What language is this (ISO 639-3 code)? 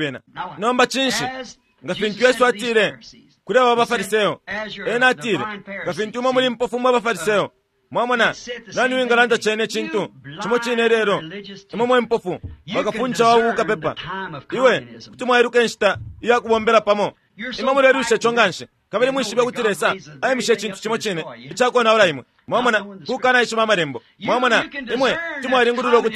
bem